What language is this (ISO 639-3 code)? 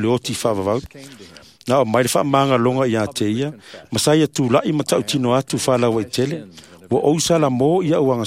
smo